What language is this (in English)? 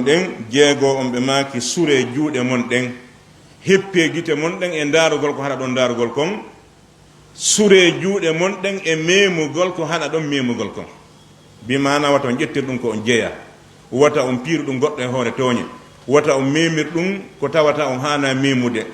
Fula